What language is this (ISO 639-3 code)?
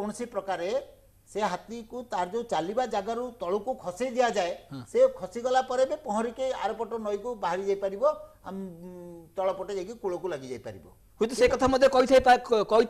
ori